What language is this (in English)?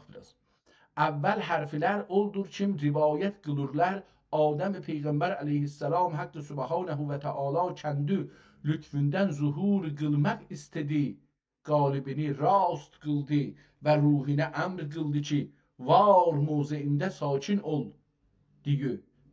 South Azerbaijani